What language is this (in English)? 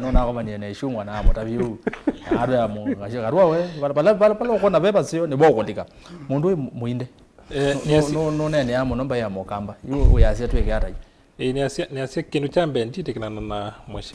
Kamba